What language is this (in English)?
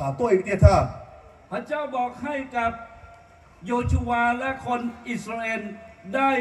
Lahu